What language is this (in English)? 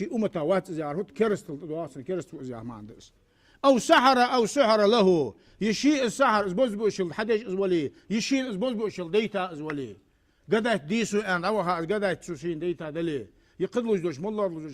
Ingush